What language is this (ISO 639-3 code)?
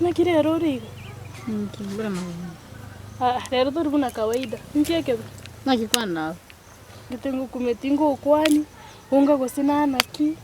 guz